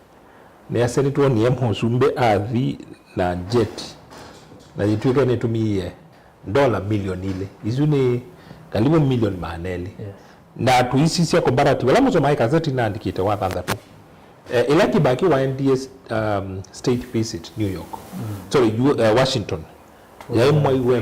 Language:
Kamba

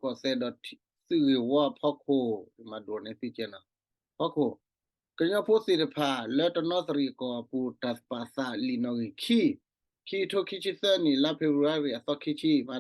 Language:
S'gaw Karen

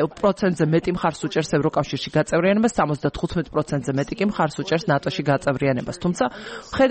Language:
Georgian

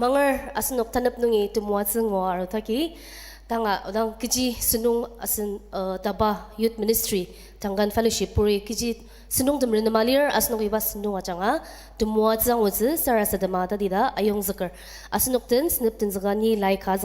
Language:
Ao Naga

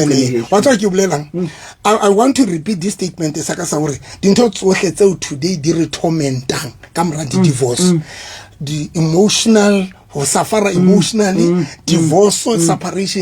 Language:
Southern Sotho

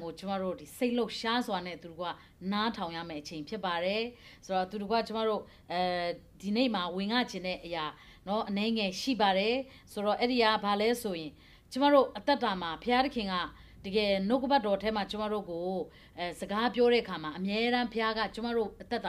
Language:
Burmese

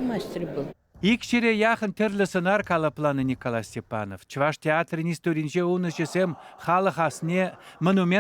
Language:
Chuvash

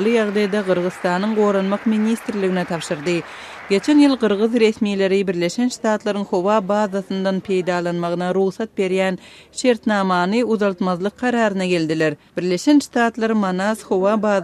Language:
Turkmen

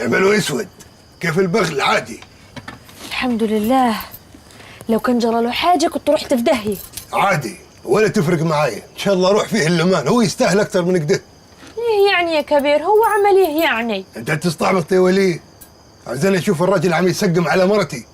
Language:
Egyptian Arabic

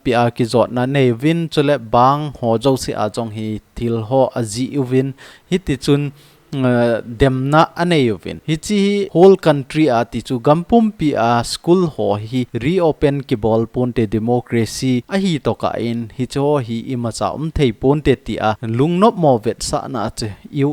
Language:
Thado Chin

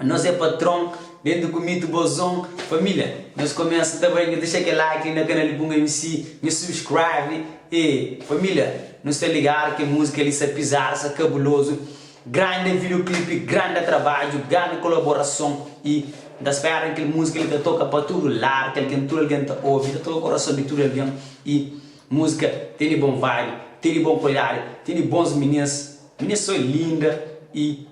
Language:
Kabuverdianu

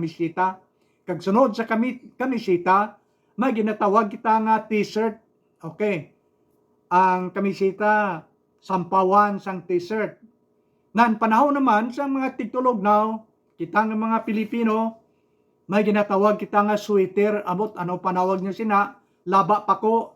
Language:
Hiligaynon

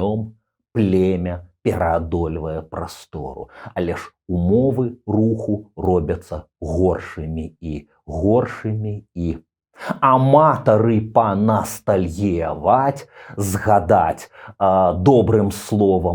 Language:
Belarusian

